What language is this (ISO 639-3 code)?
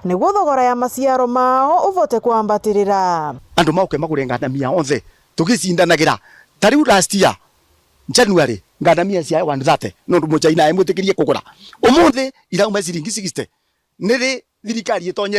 mer